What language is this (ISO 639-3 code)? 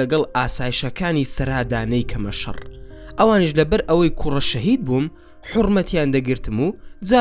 ckb